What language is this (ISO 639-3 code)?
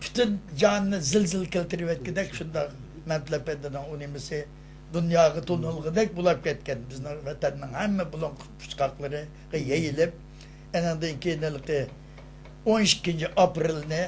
uig